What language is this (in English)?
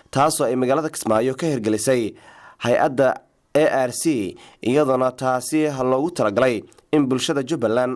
Somali